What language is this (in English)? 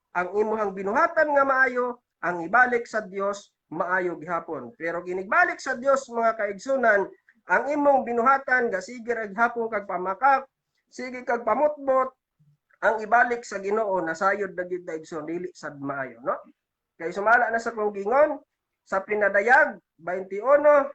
Cebuano